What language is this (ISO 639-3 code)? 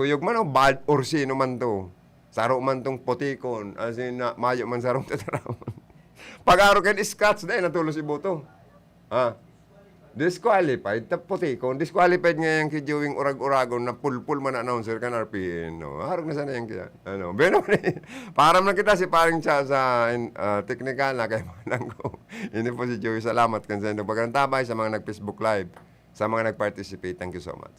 bik